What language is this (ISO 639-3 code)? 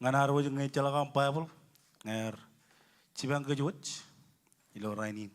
mah